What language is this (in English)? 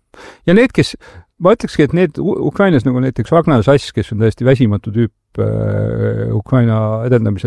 Estonian